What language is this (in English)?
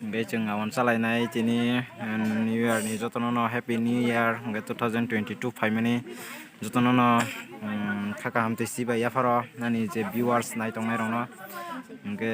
Kok Borok